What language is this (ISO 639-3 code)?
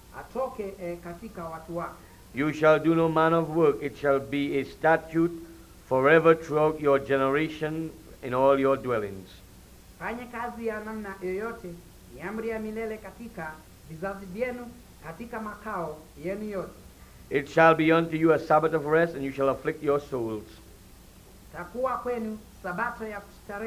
swa